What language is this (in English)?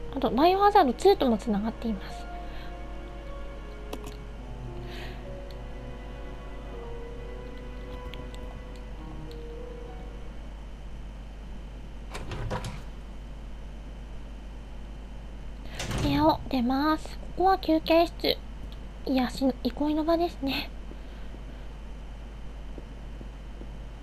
Japanese